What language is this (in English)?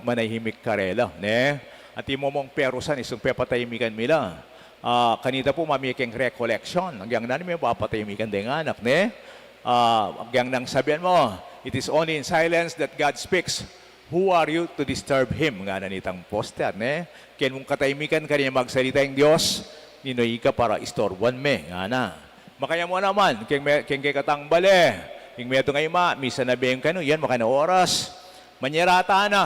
Pampanga